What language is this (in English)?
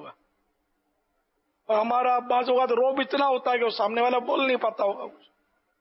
Urdu